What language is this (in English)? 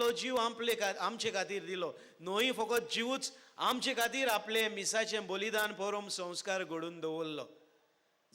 Konkani